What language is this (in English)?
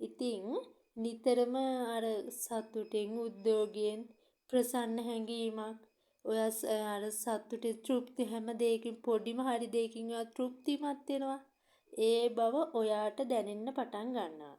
Sinhala